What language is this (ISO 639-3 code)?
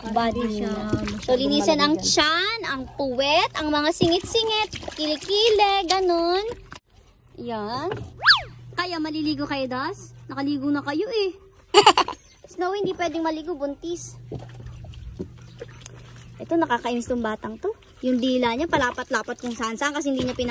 fil